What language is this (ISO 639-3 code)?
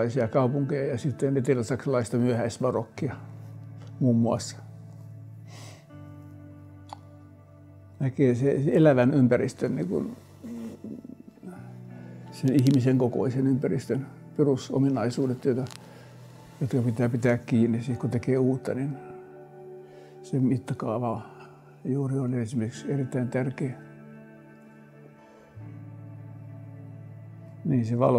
fin